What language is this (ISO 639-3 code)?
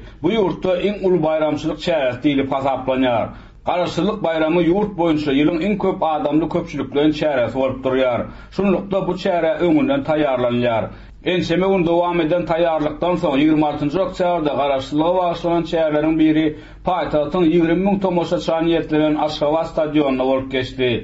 tuk